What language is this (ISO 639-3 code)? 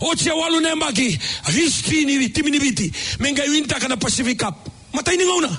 fij